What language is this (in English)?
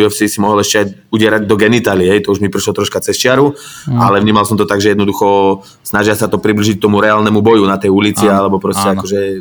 Slovak